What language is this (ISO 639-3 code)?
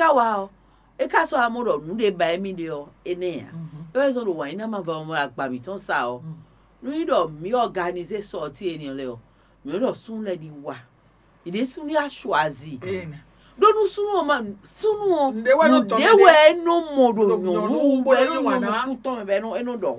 fon